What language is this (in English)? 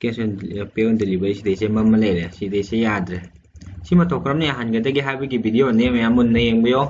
Manipuri